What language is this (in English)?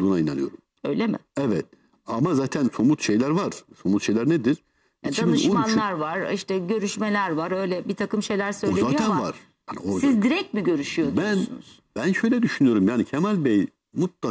Turkish